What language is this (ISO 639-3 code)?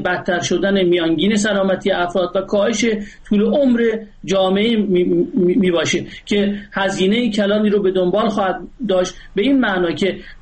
fas